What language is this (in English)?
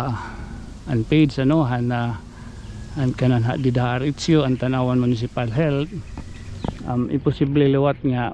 Waray